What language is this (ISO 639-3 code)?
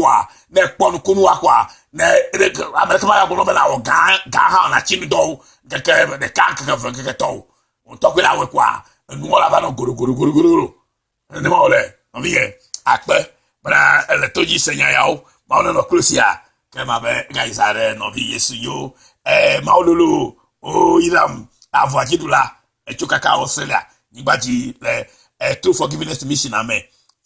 ewe